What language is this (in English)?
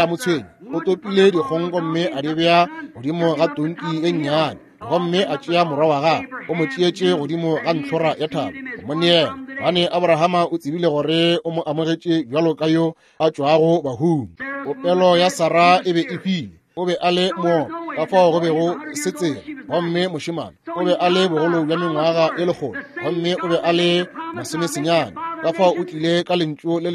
Northern Sotho